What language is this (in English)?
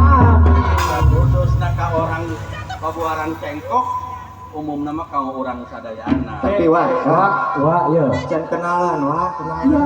Sundanese